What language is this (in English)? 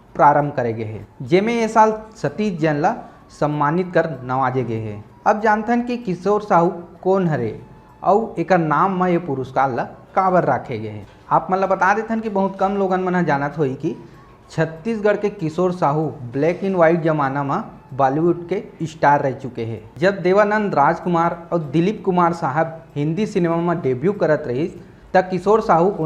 Chhattisgarhi